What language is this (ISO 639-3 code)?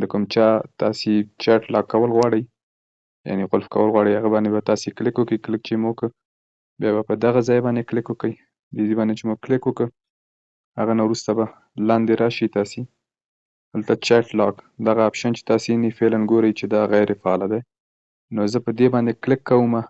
pus